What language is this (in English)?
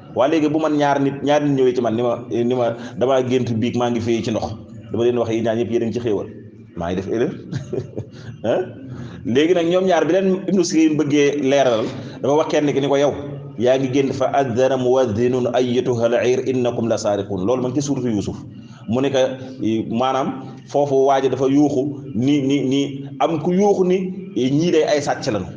Wolof